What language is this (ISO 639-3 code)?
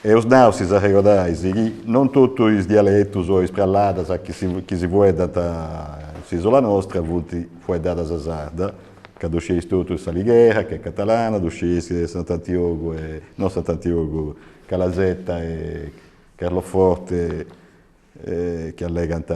srd